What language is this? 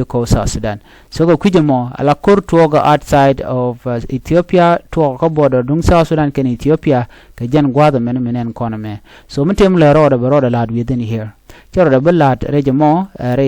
Nuer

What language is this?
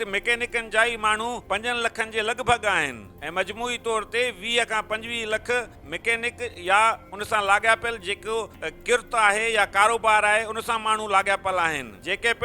Sindhi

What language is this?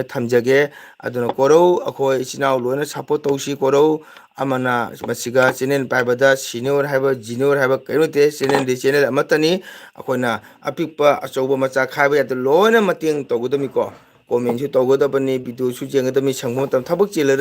Manipuri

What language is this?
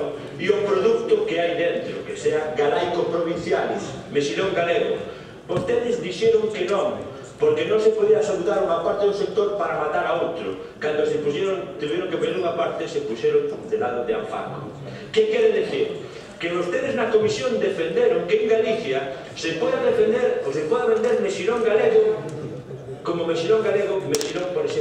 Galician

